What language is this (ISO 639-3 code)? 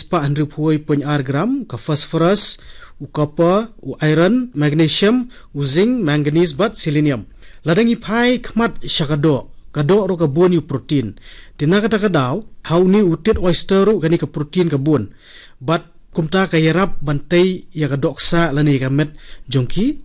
kha